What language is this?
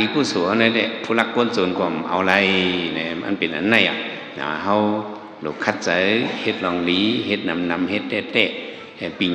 Shan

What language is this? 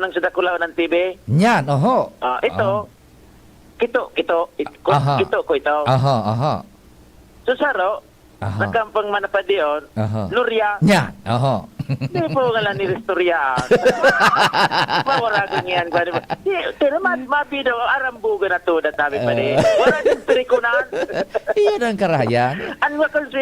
Bikol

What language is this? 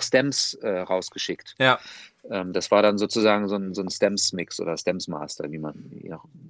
German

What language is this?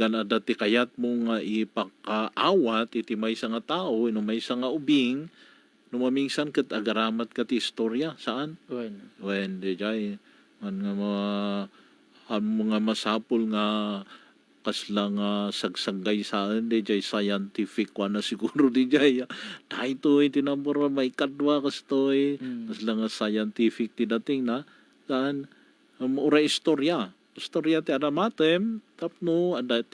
Iloko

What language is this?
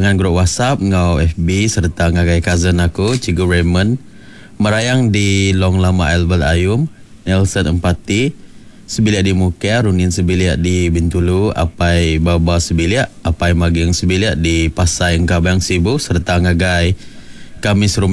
Iban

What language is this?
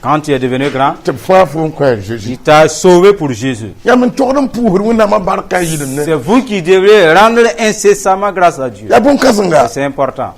Mossi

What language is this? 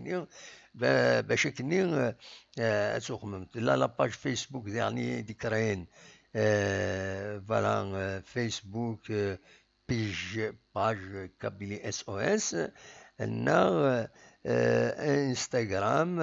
Kabyle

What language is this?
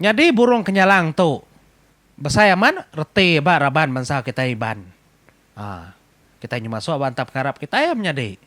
Iban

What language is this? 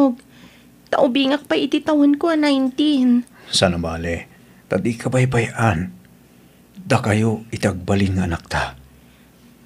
Iloko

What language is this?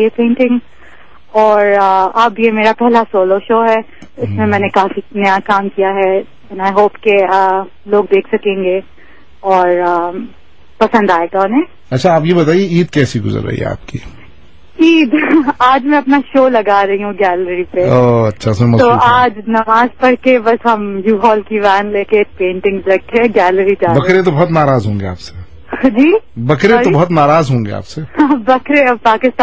Urdu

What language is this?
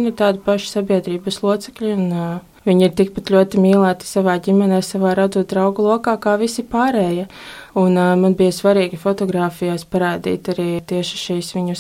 Latvian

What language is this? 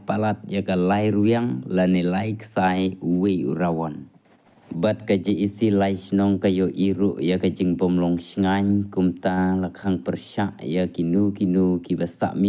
Khasi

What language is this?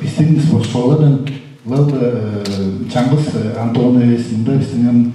Tuvinian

